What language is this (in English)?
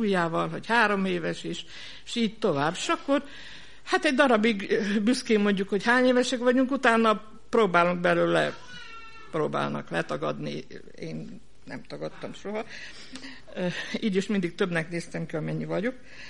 Hungarian